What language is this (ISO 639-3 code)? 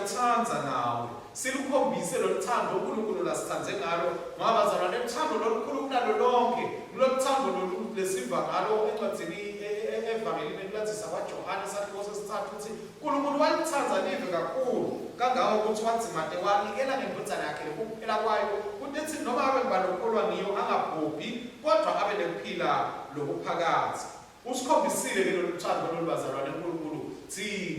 ssw